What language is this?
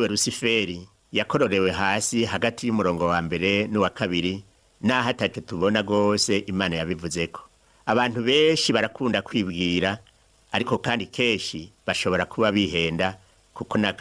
Rundi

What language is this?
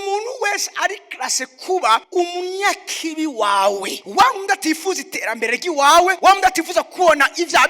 Rundi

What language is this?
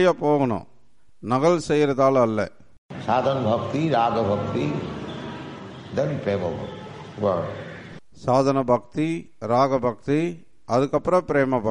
Tamil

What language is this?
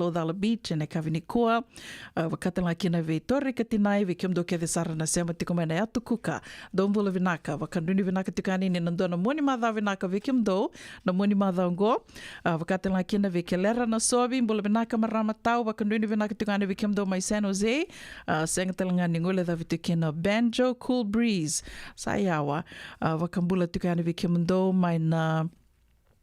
Fijian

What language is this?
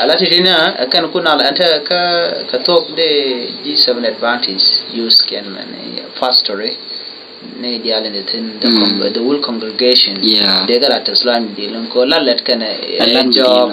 Nuer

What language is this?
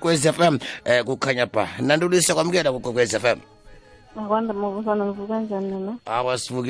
South Ndebele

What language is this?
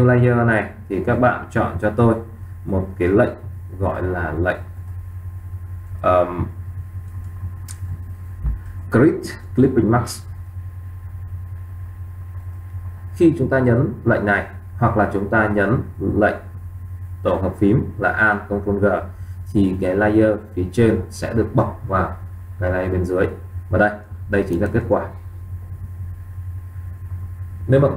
Vietnamese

